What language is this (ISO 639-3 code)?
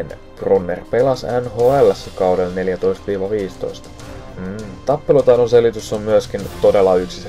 fin